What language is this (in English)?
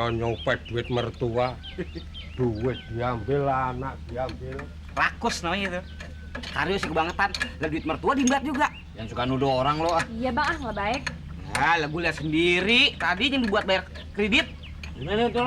Betawi